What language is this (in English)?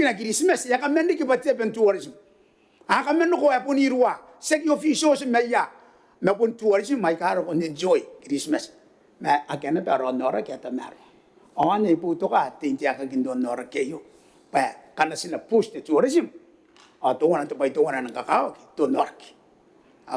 Gilbertese